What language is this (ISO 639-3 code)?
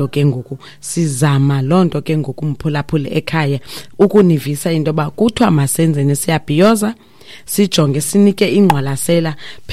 xho